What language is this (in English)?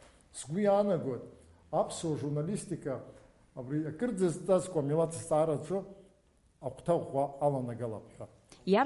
Abkhazian